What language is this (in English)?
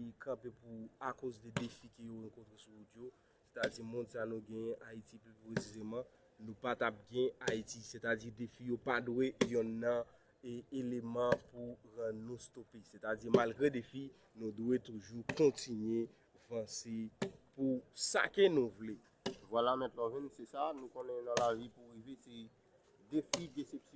Haitian Creole